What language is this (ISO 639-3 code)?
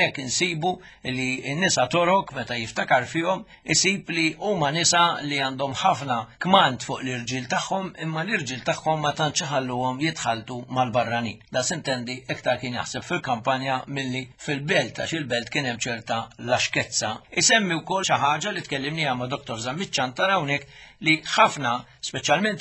mlt